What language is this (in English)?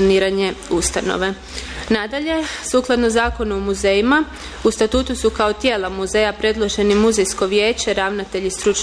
Croatian